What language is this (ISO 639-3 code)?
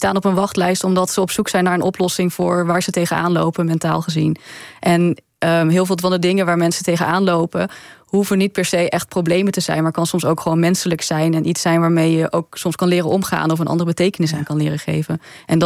nld